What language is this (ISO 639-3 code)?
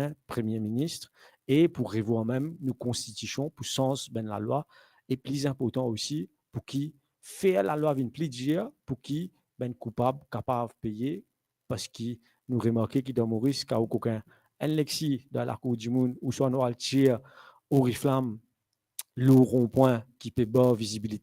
mfe